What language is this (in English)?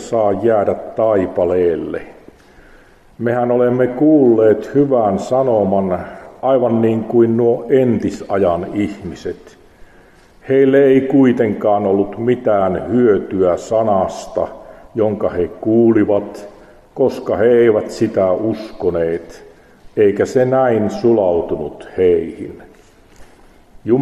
Finnish